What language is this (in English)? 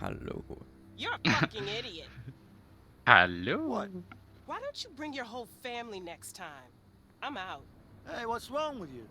Bavarian